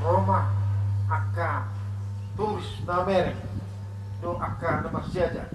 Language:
Batak Toba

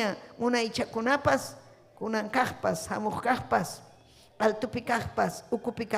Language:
Ayacucho Quechua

